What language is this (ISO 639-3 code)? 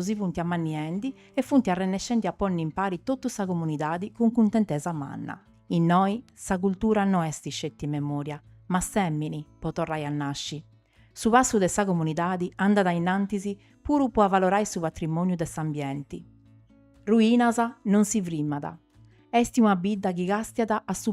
srd